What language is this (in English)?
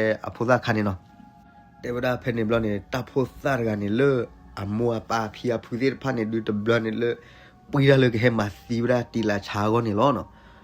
S'gaw Karen